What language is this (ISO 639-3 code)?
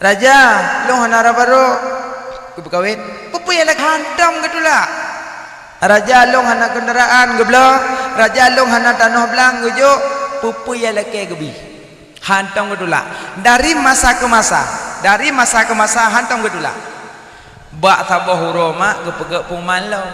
ace